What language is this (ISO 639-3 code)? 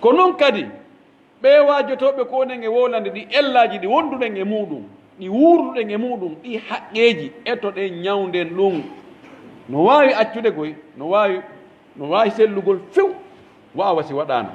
fuf